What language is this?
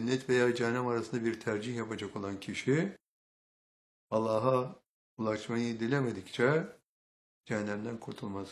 Turkish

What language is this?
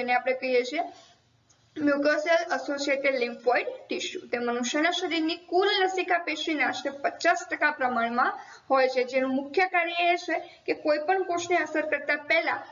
Gujarati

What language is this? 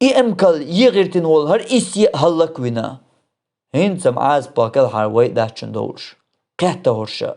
Chechen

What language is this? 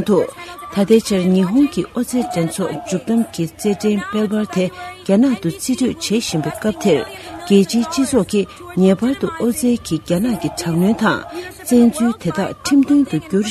Tibetan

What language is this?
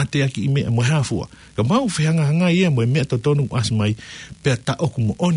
Tongan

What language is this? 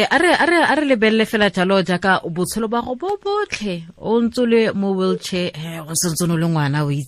Tswana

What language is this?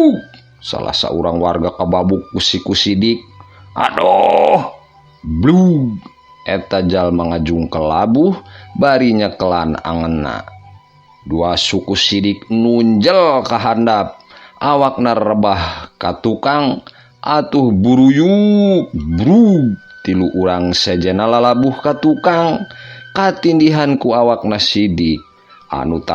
Sundanese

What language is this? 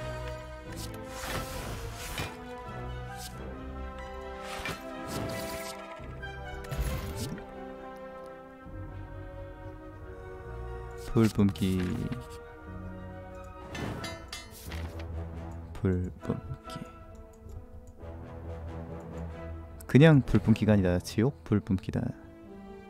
Korean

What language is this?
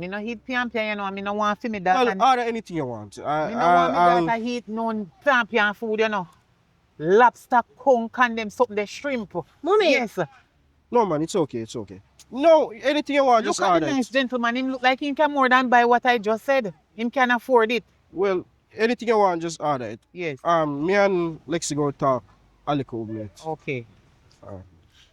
Jamaican Creole English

